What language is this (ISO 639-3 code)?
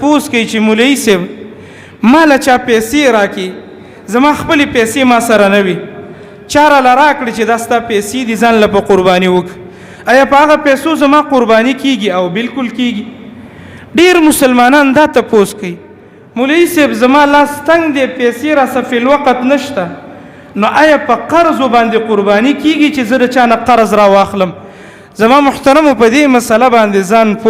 pus